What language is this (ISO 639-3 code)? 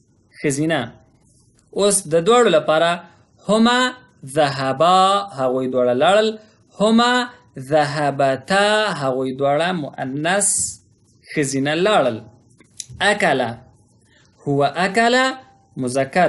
pus